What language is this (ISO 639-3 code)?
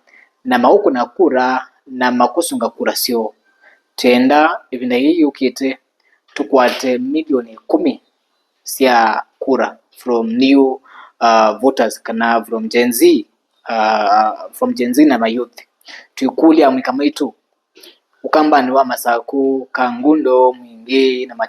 kam